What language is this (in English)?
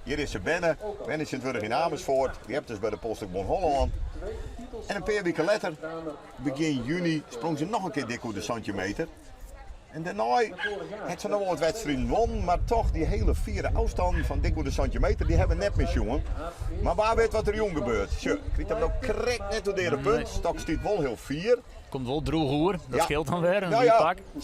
Western Frisian